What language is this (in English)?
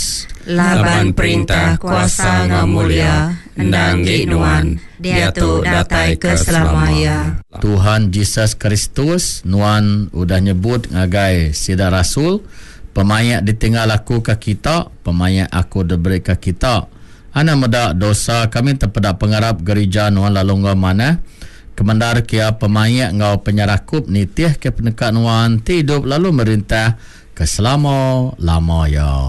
Iban